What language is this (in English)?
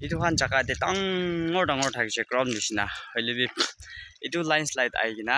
Naga Pidgin